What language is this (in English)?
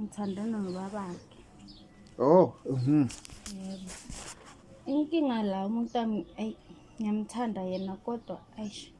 Zulu